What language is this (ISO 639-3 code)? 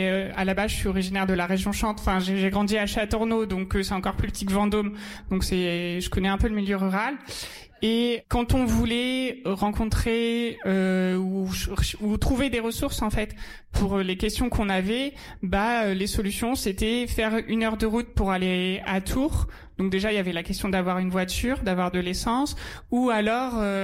fra